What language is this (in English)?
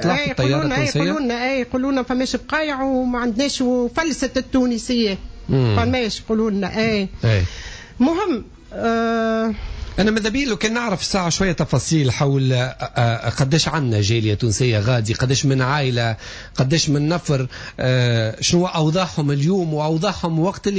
Tunisian Arabic